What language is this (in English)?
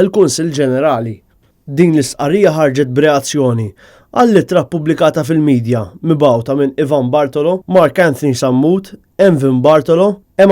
Maltese